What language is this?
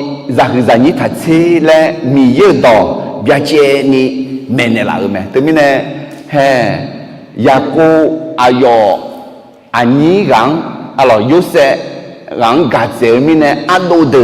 Akha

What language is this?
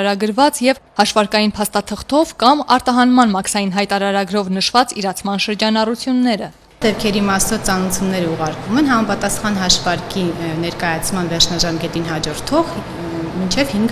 Armenian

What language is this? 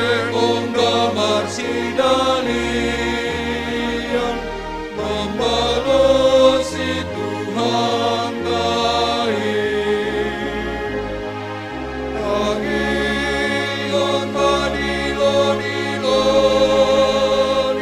Batak Simalungun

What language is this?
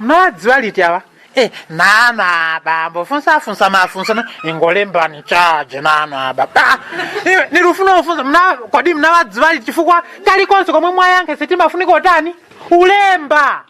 Nyanja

